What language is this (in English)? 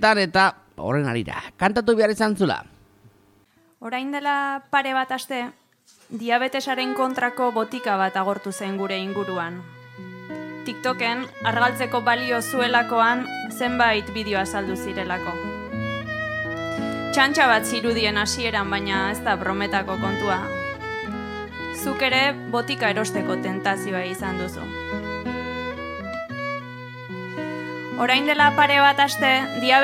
Basque